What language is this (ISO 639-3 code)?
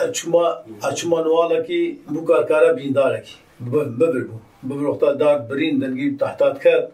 kur